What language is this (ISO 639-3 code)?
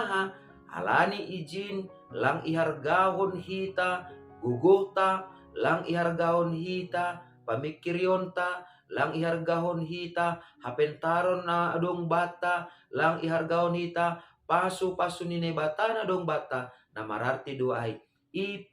bts